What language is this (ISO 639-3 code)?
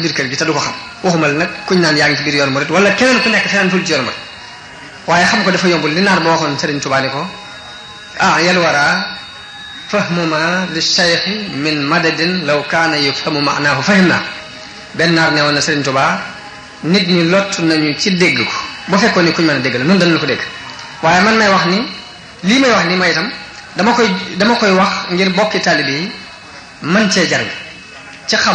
wol